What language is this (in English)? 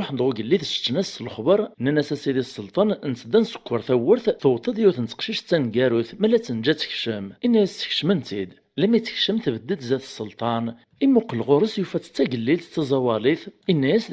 Kabyle